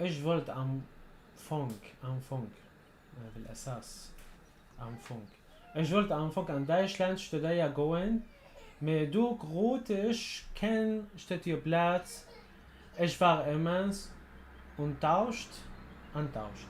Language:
North Levantine Arabic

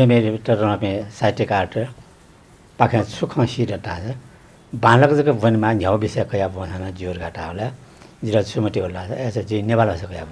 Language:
Newari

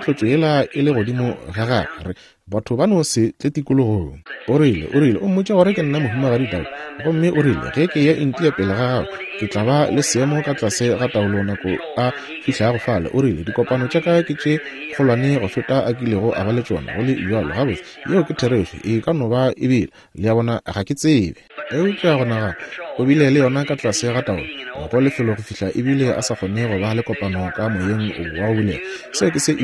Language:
Northern Sotho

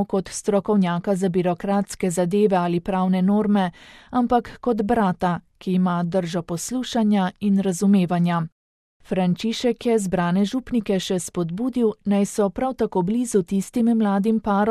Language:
Slovenian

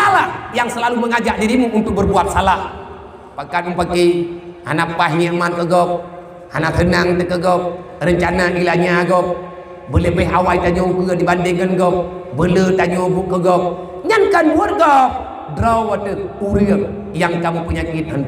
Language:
Achinese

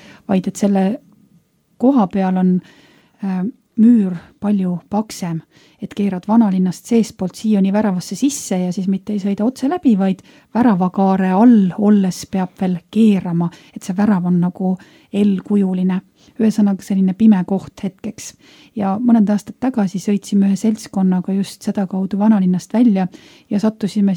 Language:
Estonian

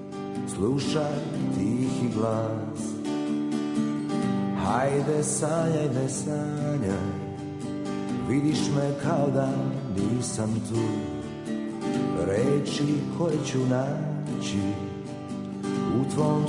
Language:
Serbian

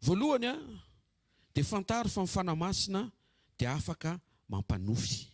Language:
Malagasy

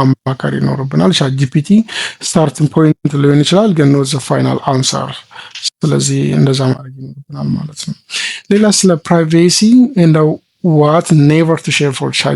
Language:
Amharic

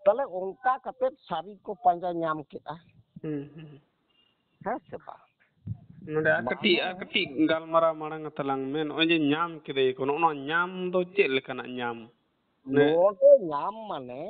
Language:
Santali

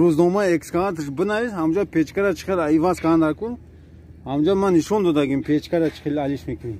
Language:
Tajik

